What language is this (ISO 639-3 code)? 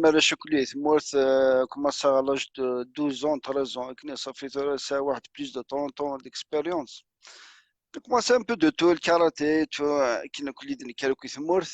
kab